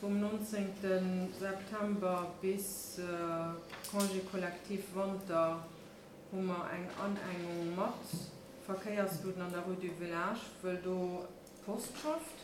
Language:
Luxembourgish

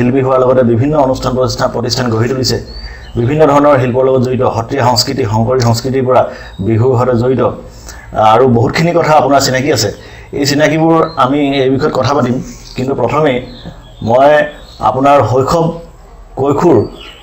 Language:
Assamese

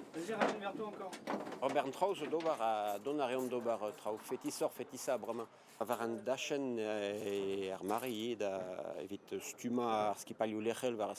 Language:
Breton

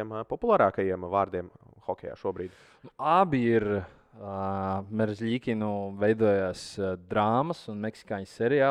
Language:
Latvian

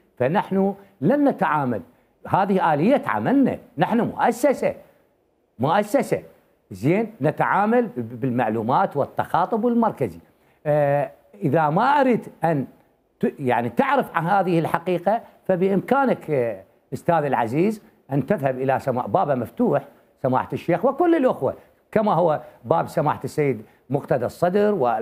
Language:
Mesopotamian Arabic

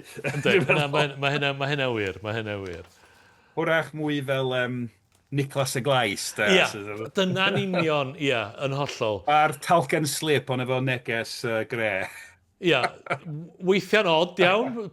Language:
Welsh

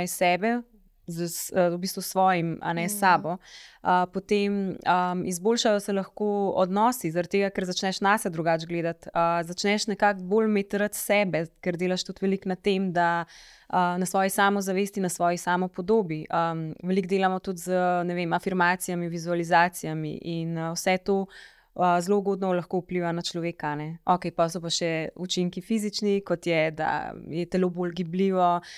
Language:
Slovenian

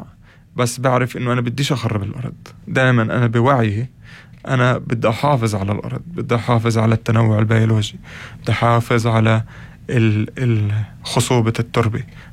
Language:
North Levantine Arabic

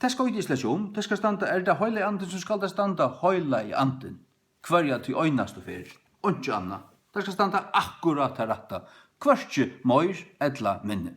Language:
Faroese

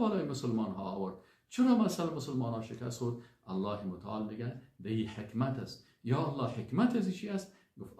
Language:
Persian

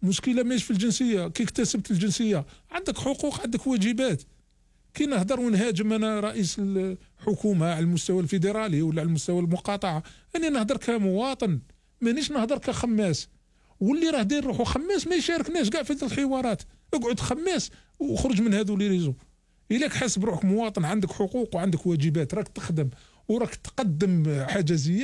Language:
Algerian Arabic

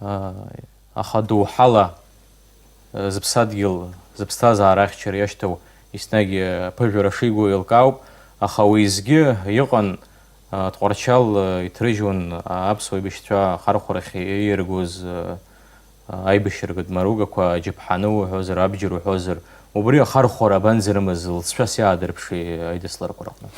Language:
Abkhazian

